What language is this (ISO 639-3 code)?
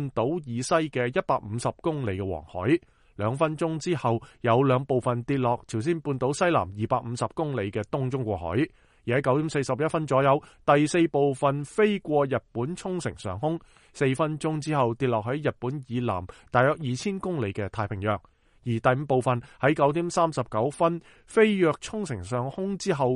yue